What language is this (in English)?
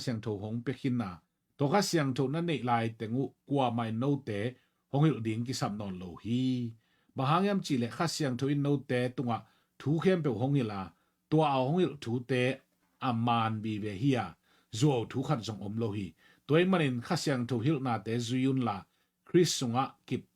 Tedim Chin